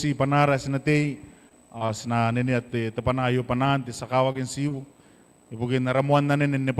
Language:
Gilbertese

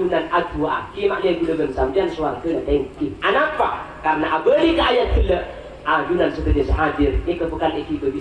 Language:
Madurese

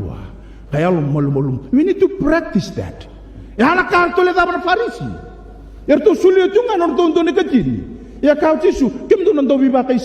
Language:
Fijian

